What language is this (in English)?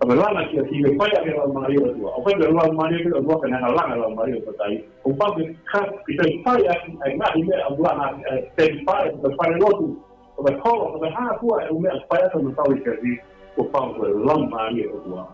Tongan